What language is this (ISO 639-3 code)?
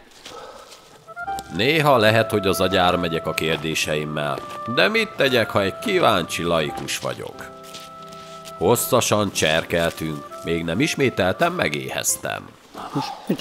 hun